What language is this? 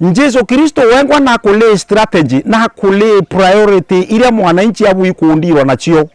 Meru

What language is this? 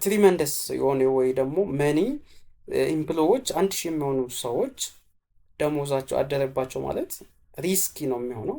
Amharic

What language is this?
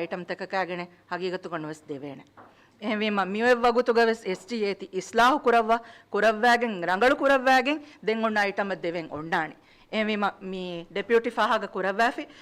Divehi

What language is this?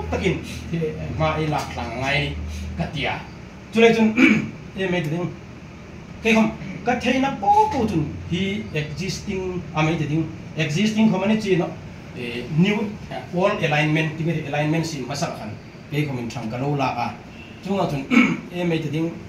Hmar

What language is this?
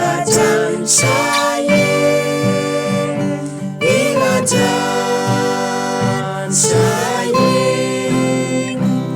Khasi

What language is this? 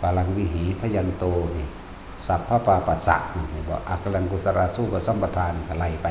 Northeastern Thai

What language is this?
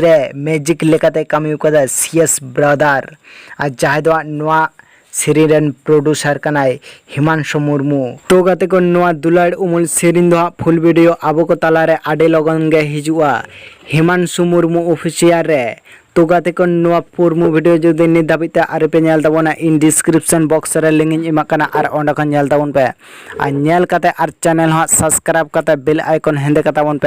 Santali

